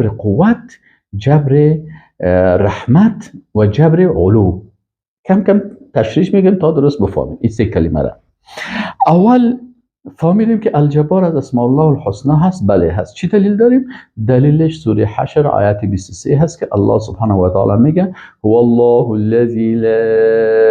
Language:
Persian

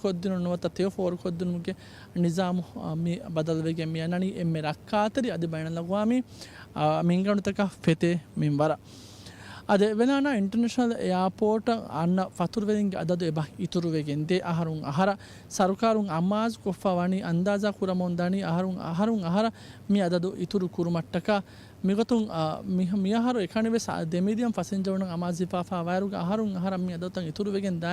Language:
Divehi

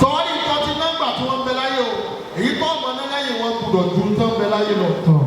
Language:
Yoruba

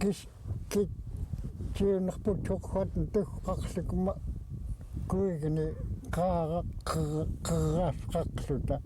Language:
Central Yupik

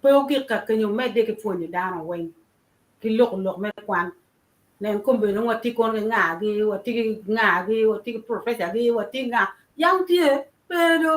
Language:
Acoli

